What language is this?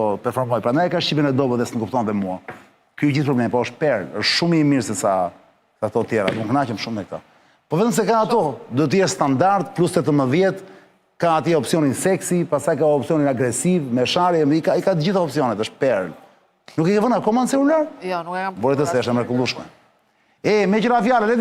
Albanian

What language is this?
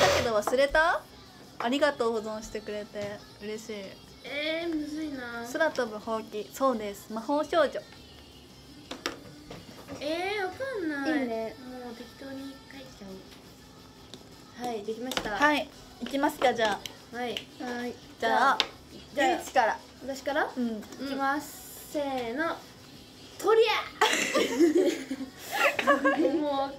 Japanese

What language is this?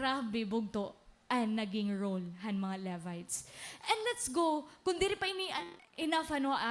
Waray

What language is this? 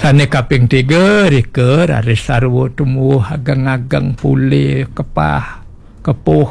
Balinese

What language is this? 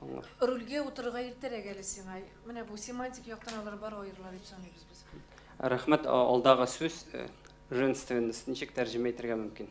Tatar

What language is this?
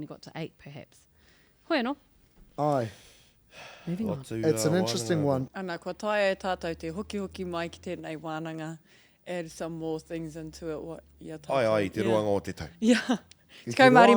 Māori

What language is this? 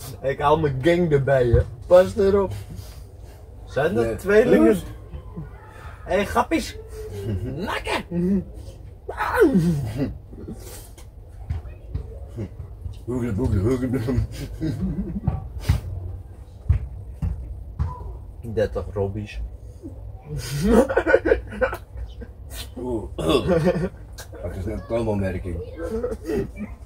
Dutch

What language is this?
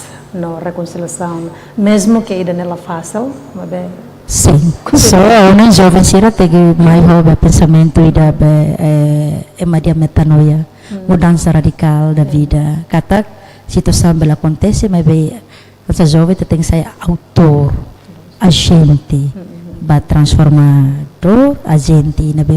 Tetum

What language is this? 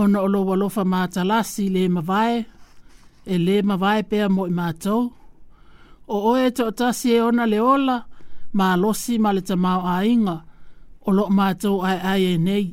Samoan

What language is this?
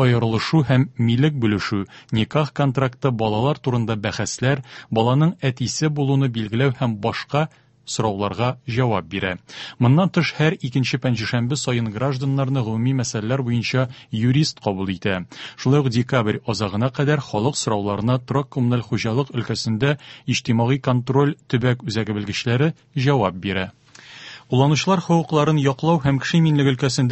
Tatar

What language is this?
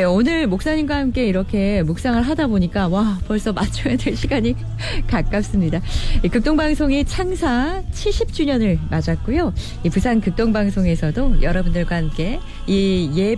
Korean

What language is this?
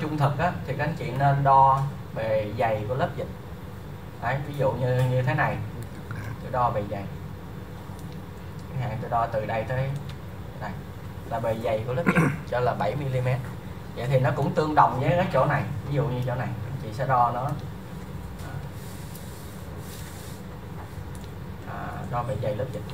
Vietnamese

